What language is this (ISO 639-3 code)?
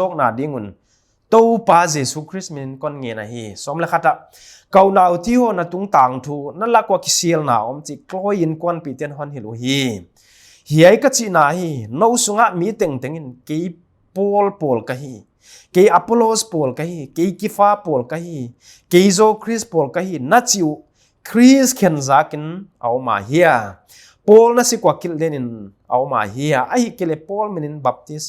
pck